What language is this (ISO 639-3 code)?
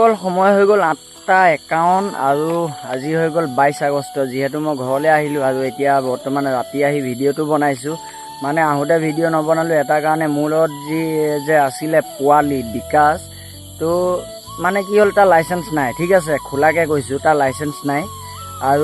asm